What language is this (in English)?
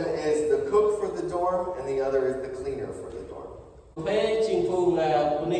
Central Mnong